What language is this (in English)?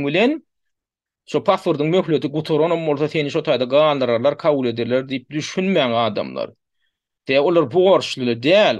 Turkmen